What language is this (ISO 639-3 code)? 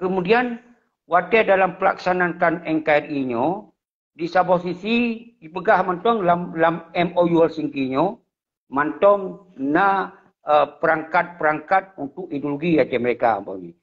ace